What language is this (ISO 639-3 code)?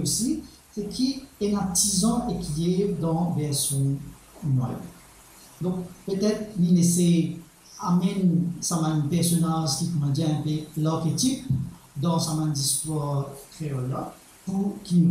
mfe